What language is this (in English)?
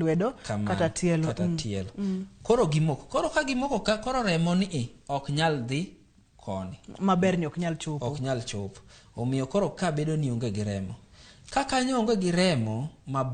Luo (Kenya and Tanzania)